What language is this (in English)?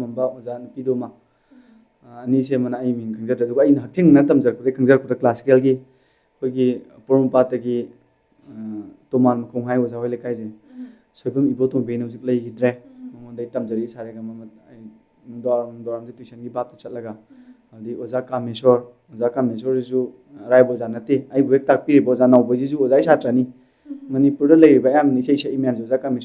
Manipuri